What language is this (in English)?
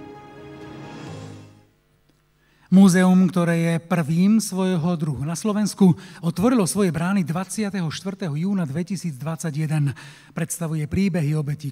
Slovak